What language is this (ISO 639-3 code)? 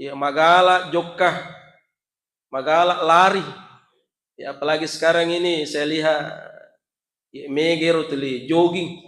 bug